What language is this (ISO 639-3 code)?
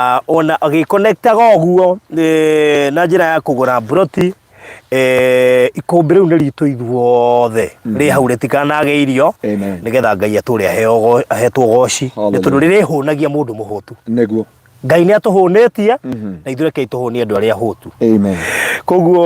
kik